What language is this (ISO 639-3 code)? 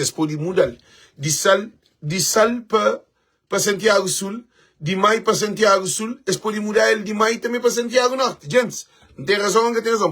kea